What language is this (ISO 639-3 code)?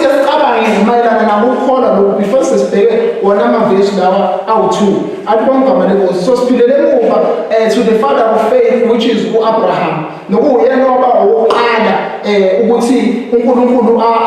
zul